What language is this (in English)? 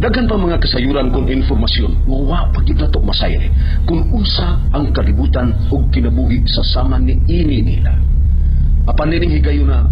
Cebuano